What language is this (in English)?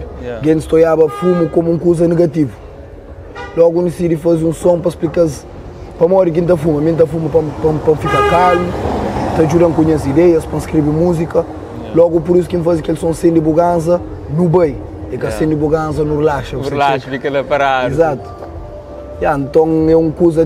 Kabuverdianu